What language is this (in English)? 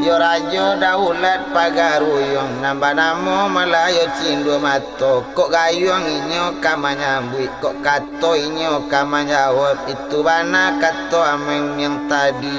Minangkabau